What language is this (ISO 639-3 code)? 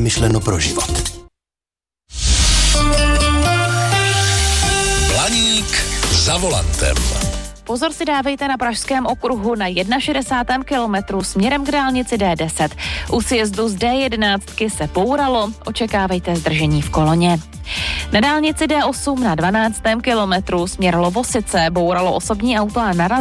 ces